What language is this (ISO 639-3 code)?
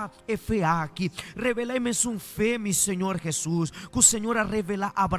pap